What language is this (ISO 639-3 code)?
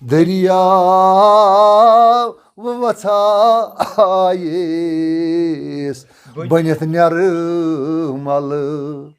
kas